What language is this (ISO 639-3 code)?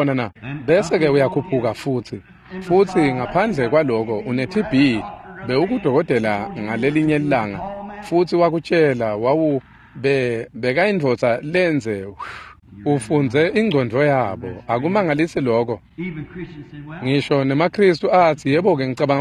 ssw